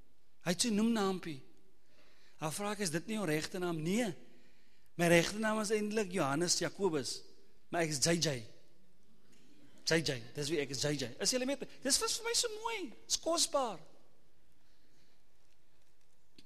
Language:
Afrikaans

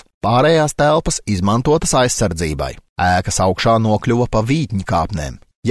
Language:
Latvian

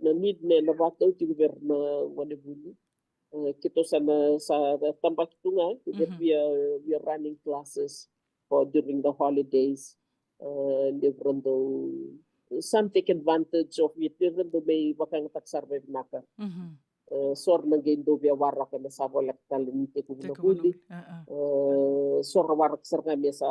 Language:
Fijian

